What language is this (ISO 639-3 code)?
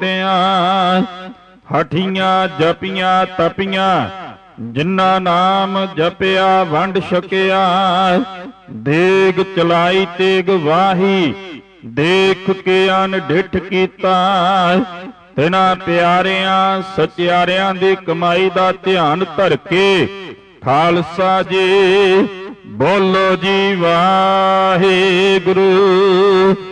pan